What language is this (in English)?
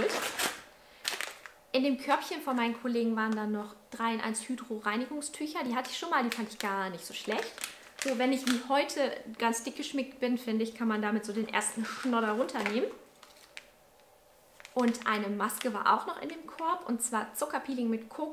German